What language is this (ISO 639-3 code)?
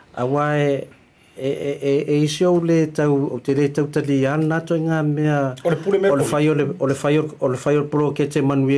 smo